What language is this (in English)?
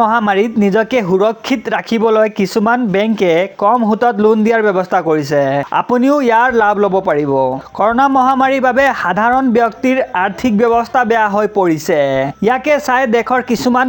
Assamese